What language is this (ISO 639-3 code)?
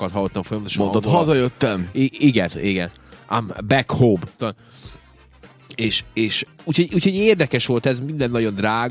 hun